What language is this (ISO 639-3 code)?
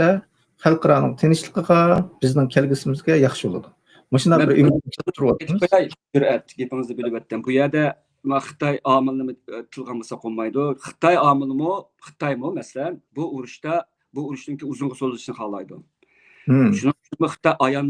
uig